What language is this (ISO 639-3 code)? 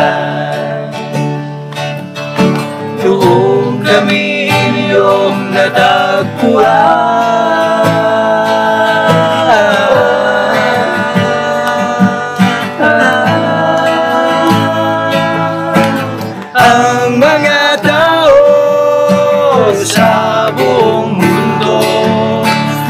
fil